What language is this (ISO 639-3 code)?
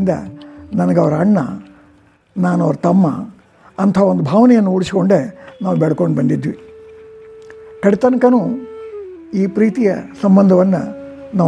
kan